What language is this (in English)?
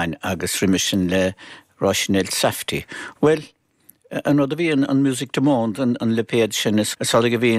Irish